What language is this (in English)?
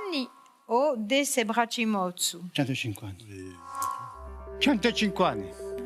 Corsican